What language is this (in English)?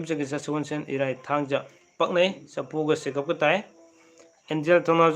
Manipuri